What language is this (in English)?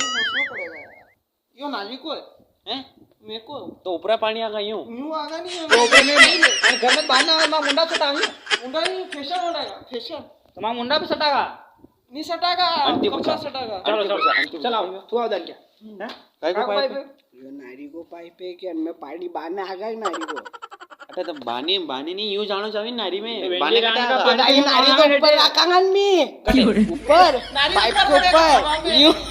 Rajasthani